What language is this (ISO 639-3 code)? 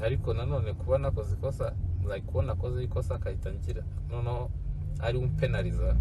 kin